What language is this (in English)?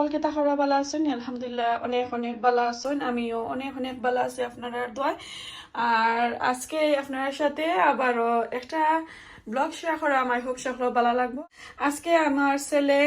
Sylheti